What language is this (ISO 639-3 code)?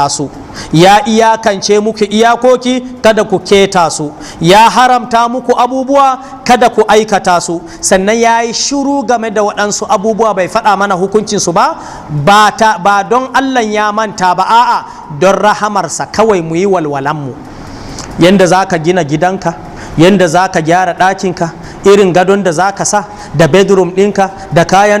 hau